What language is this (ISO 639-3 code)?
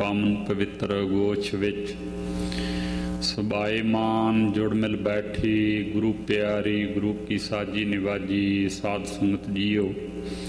pan